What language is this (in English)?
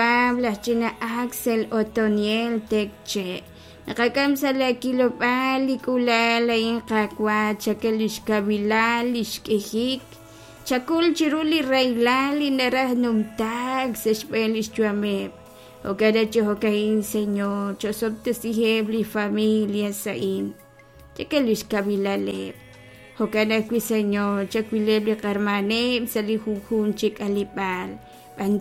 Kekchí